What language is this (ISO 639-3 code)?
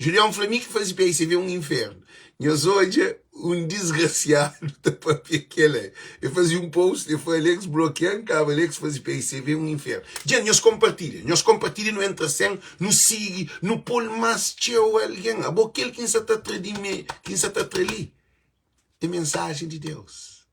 kea